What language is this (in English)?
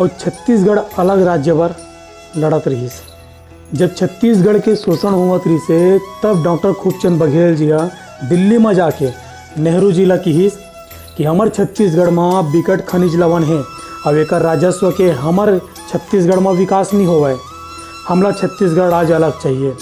Chhattisgarhi